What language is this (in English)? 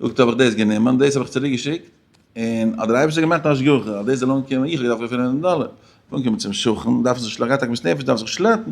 Yiddish